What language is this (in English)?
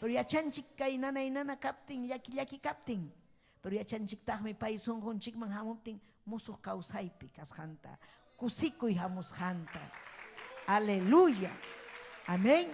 Ayacucho Quechua